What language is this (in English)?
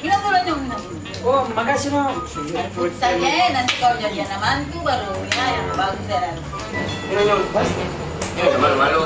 Ambonese Malay